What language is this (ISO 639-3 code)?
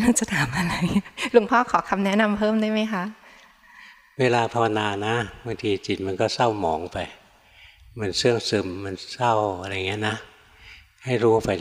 tha